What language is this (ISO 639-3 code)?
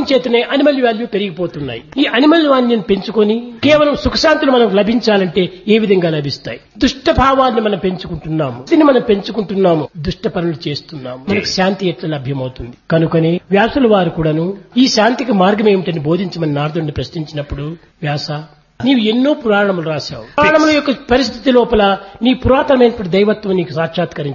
tel